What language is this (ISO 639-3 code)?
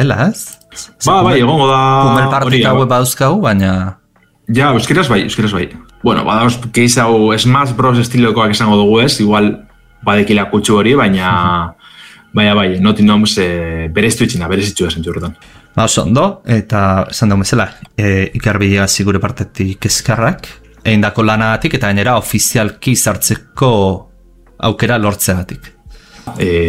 eus